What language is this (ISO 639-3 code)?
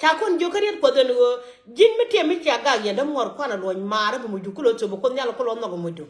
nus